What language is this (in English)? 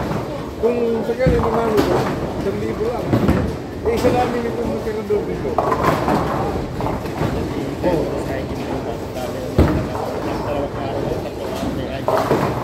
Filipino